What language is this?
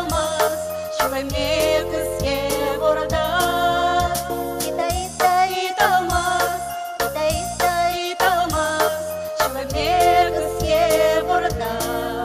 Udmurt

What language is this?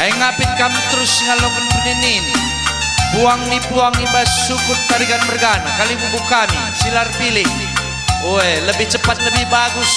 Batak Karo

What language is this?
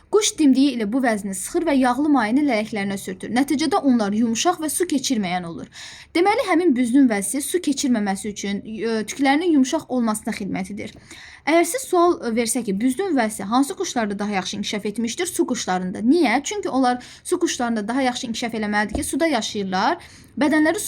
Azerbaijani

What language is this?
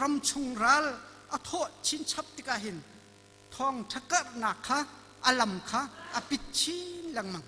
Hakha Chin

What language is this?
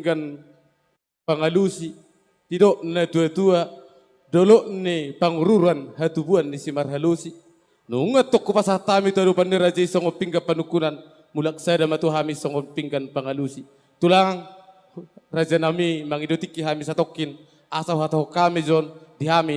Batak Toba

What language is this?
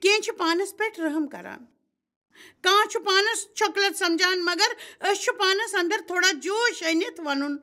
Kashmiri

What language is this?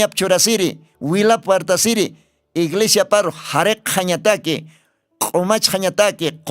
Aymara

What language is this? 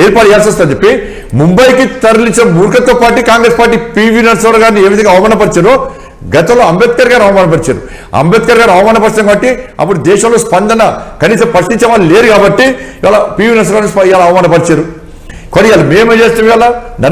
Telugu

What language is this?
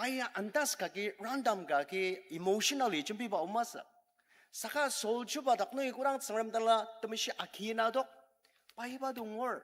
Ao Naga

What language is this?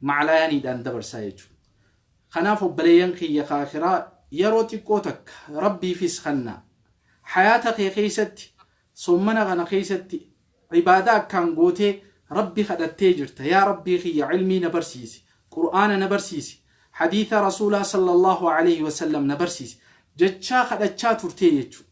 Oromo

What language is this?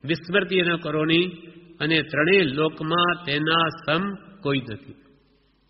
Gujarati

